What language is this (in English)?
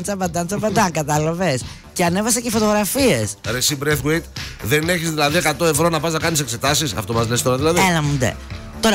Greek